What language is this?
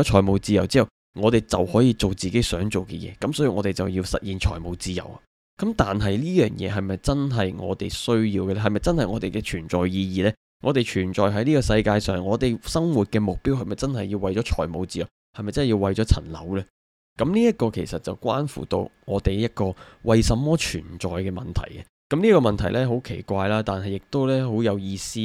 Cantonese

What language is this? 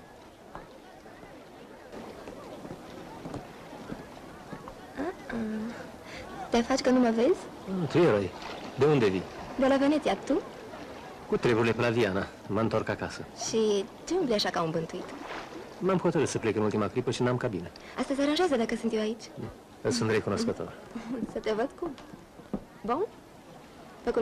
Romanian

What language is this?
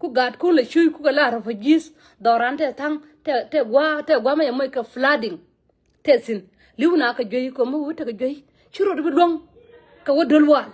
Nuer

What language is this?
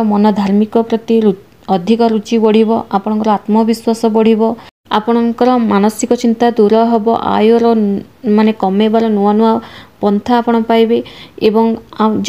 Odia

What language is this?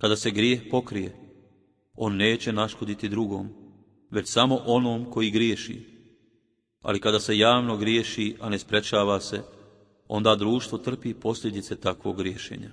Bosnian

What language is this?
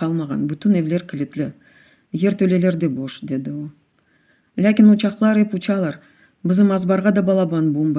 Crimean Tatar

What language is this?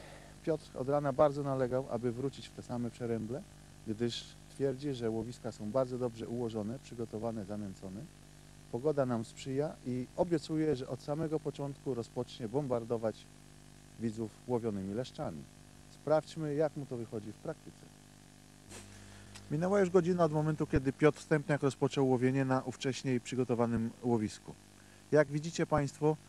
Polish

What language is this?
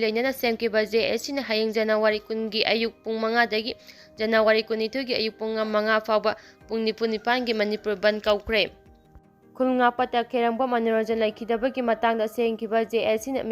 Manipuri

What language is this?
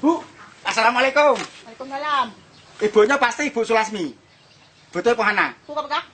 Achinese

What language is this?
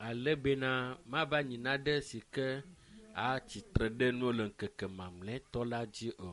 Ewe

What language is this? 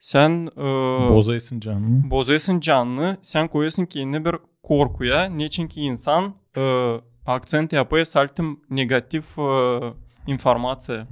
Gagauz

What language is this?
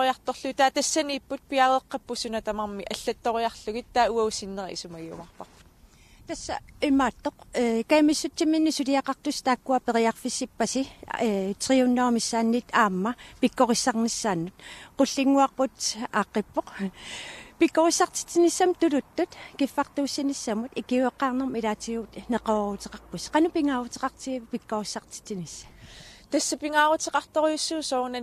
Kalaallisut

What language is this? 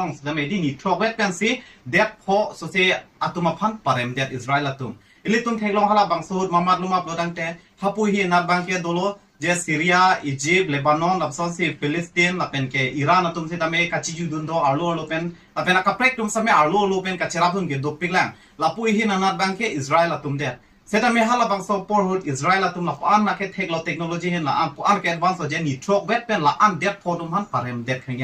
Karbi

